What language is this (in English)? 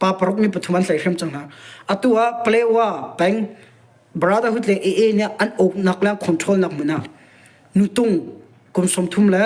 Hakha Chin